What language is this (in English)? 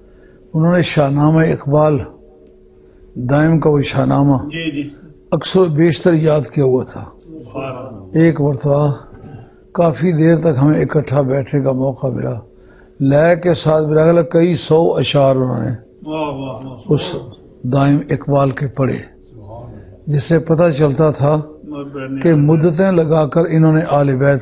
Urdu